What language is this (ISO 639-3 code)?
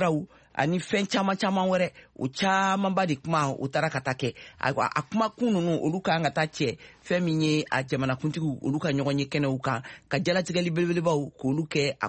bam